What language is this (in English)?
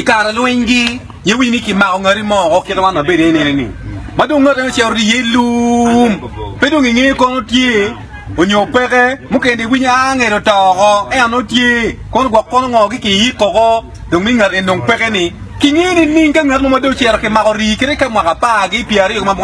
Acoli